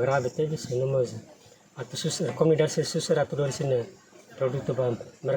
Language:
Tetum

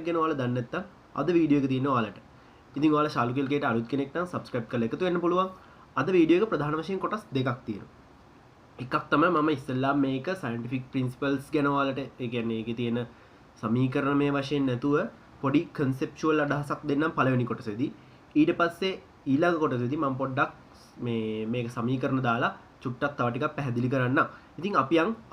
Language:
Sinhala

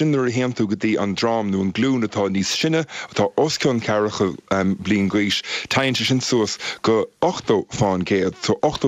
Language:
Irish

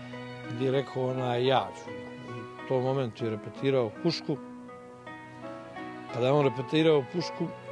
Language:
Bosnian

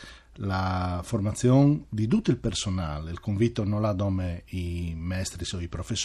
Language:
Friulian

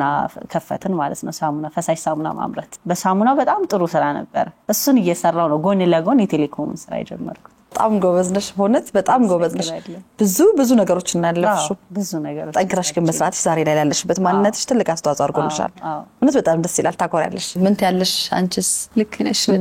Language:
Amharic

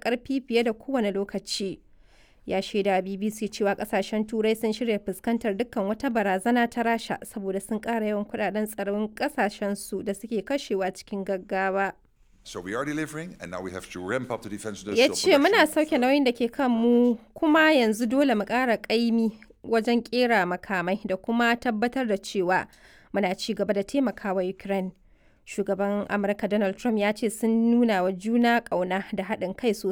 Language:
Hausa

